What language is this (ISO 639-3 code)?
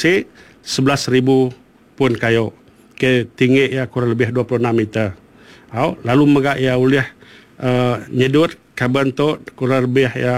iba